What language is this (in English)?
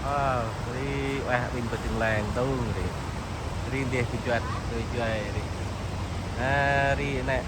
Central Mnong